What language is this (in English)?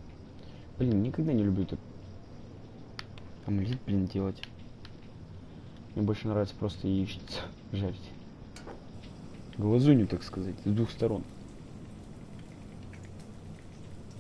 Russian